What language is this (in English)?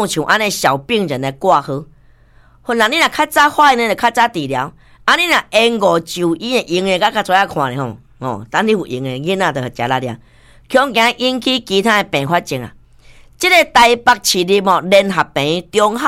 Min Nan Chinese